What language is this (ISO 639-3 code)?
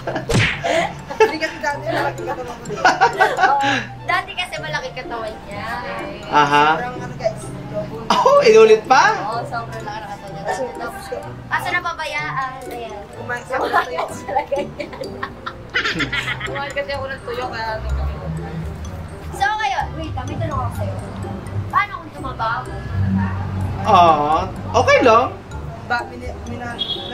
fil